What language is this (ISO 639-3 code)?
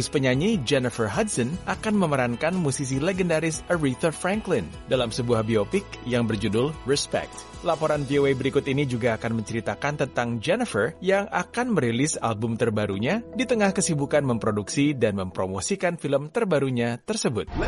ind